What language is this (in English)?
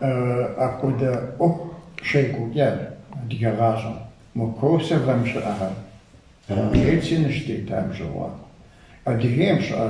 Kabardian